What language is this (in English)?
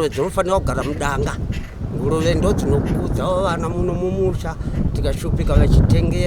Shona